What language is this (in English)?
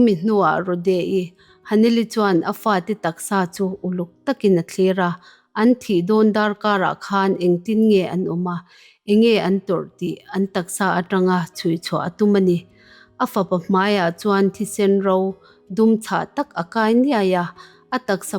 Mizo